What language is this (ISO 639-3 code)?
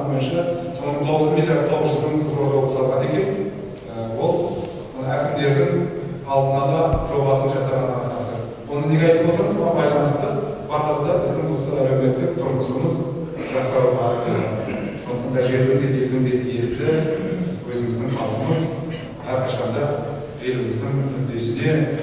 kaz